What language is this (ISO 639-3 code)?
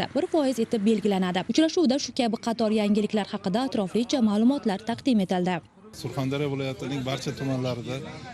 uzb